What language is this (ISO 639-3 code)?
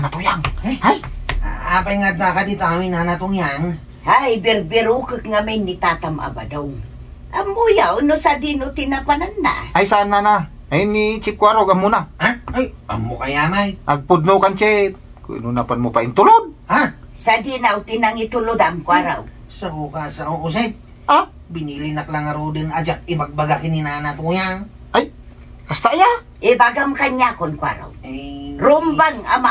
ilo